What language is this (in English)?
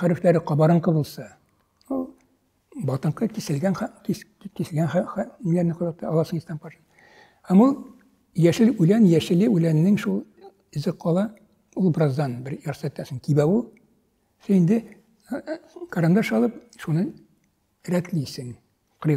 Tatar